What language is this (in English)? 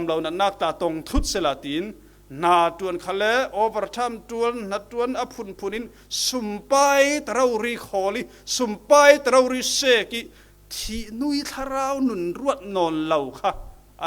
Falam Chin